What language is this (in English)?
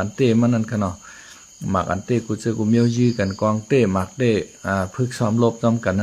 Shan